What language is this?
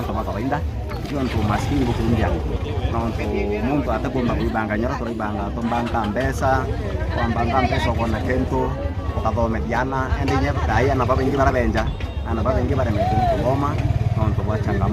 Meru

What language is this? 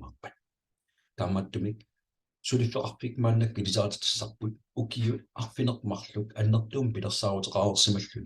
Kalaallisut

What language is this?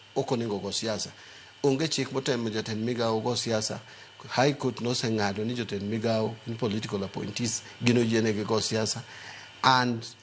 Luo (Kenya and Tanzania)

